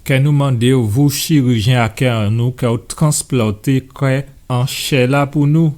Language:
Guadeloupean Creole French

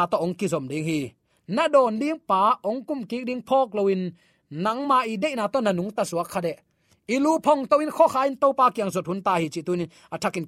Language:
Tedim Chin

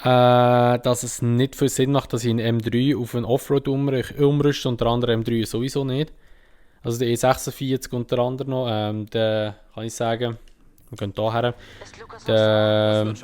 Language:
Swiss German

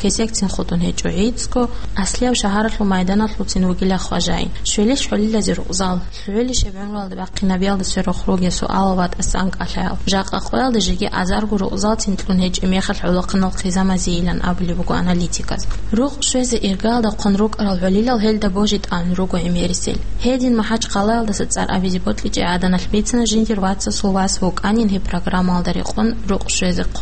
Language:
Avaric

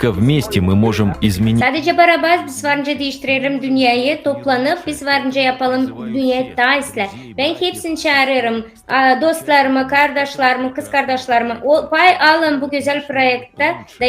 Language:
Gagauz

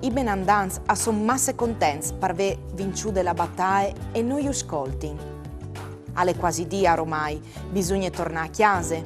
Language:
Friulian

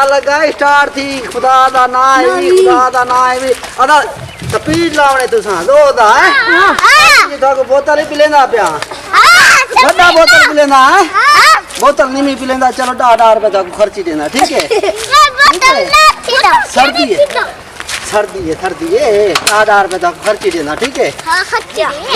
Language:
Saraiki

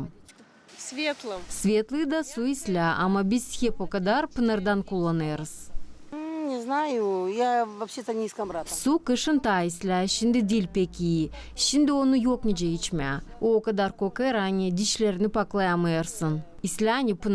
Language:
Gagauz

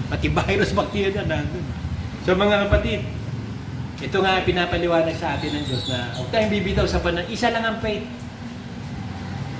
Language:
Filipino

